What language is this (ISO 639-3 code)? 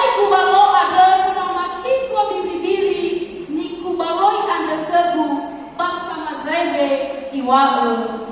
nia